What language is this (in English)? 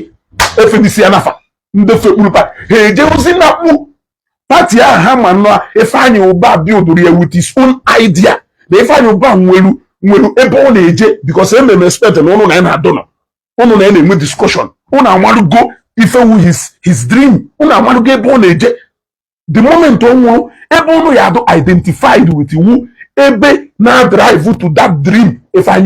Igbo